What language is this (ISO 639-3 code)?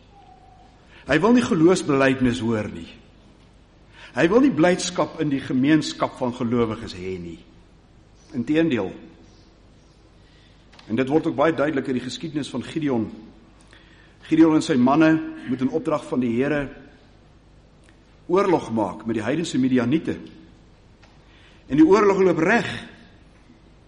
afr